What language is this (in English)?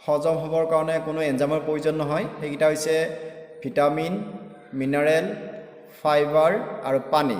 Assamese